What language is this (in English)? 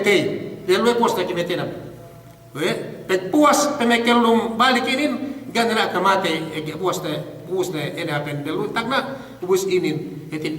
Yakan